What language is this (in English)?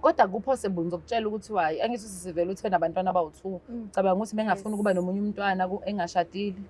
Zulu